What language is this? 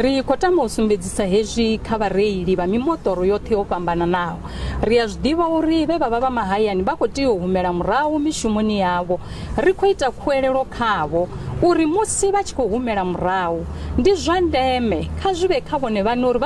Venda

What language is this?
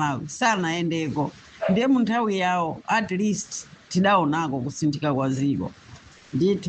Nyanja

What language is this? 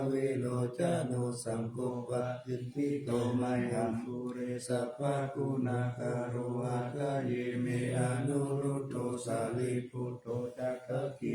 Pali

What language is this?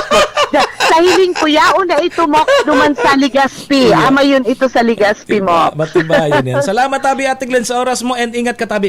Bikol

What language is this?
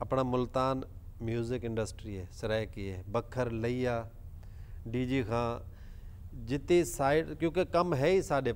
Saraiki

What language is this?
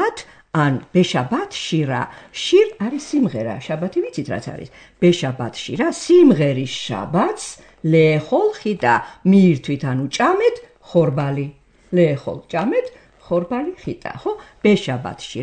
Georgian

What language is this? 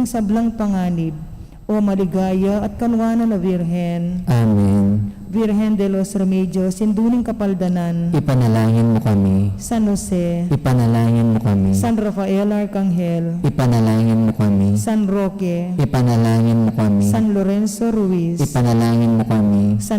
Pampanga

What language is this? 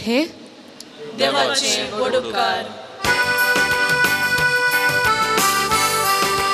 Konkani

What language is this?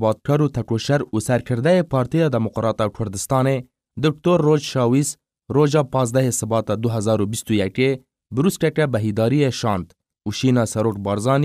Kurdish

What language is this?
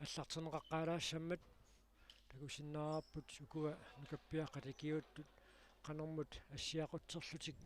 Kalaallisut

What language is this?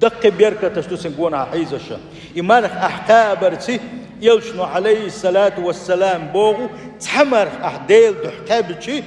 Chechen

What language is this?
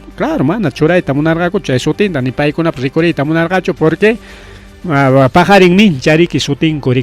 Ayacucho Quechua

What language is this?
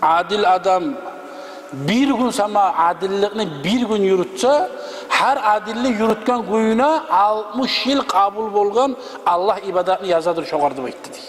Kumyk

